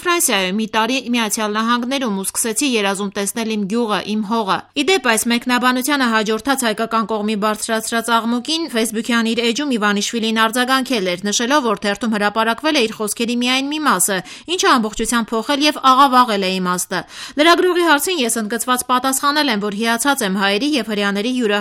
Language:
Armenian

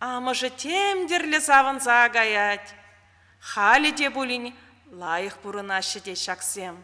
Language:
Chuvash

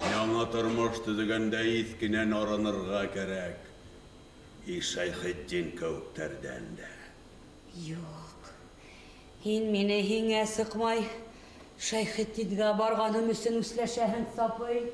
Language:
Bashkir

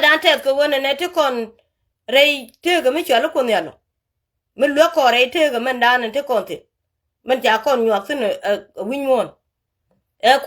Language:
Nuer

